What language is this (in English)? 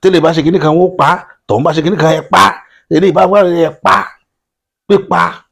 Yoruba